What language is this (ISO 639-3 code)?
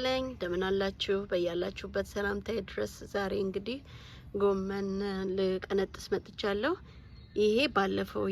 amh